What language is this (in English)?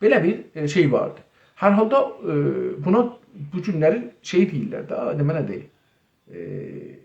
South Azerbaijani